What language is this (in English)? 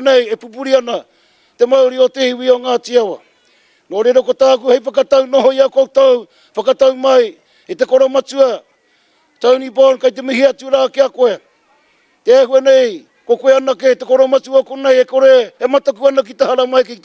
Māori